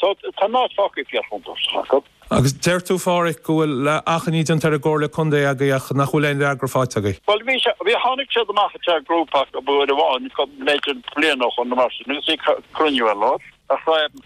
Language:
Irish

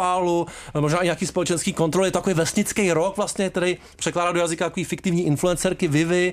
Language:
Czech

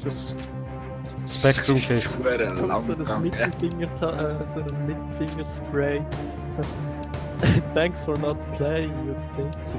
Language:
Swiss German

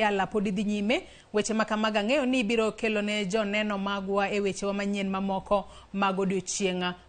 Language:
Luo (Kenya and Tanzania)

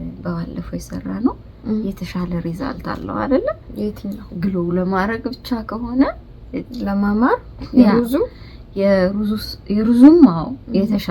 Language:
Amharic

